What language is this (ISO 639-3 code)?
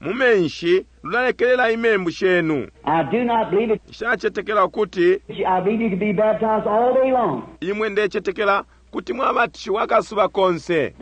bem